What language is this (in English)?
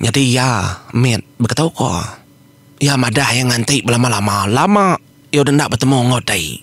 Iban